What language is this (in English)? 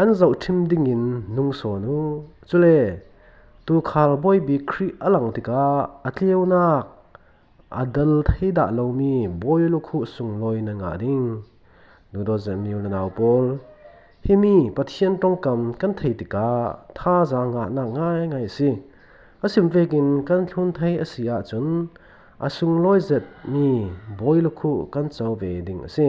Falam Chin